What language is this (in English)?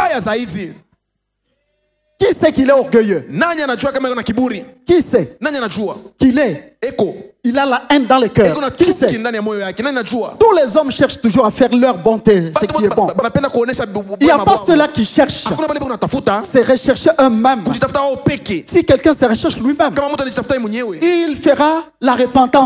Swahili